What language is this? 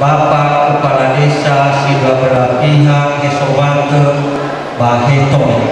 Nias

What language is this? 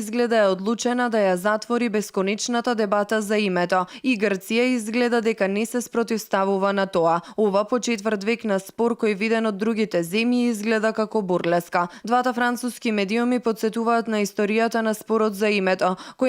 Macedonian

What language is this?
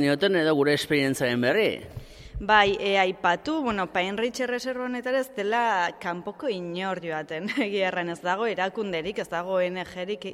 Basque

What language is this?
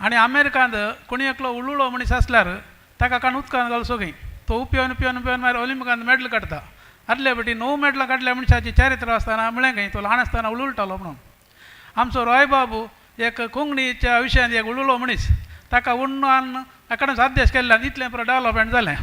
Konkani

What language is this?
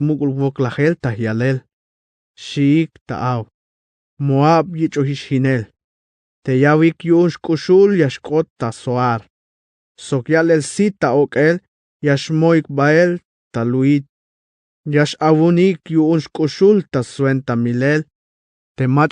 Tzeltal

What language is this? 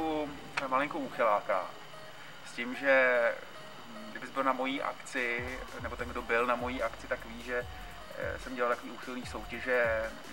Czech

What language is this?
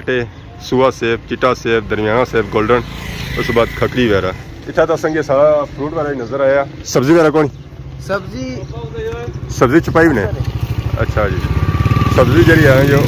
Pahari-Potwari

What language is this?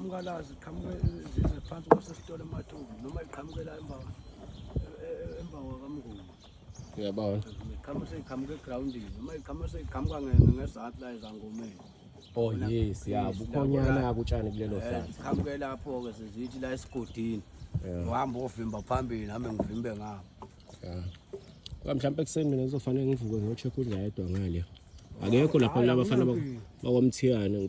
Zulu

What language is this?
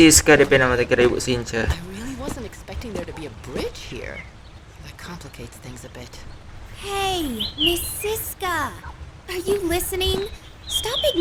Manado Malay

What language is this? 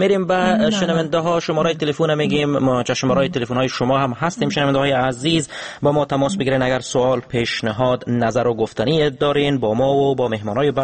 Persian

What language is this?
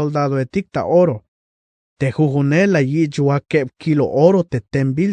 Tzeltal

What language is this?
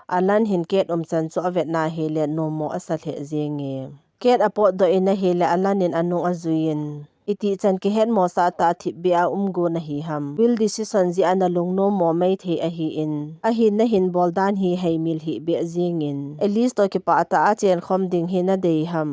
Thado Chin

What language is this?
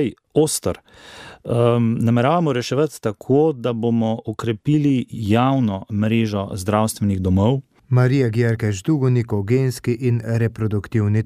Slovenian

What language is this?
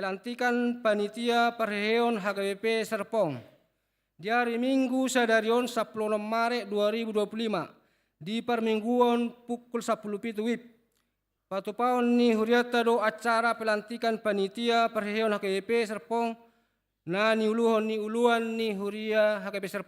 Batak Toba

